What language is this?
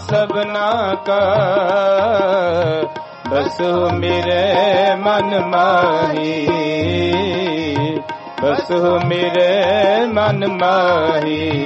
Punjabi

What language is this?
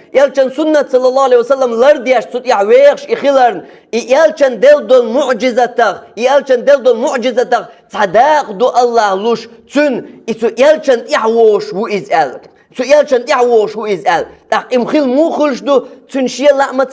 Chechen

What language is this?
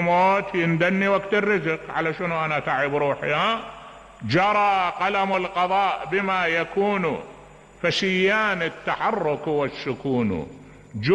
Mesopotamian Arabic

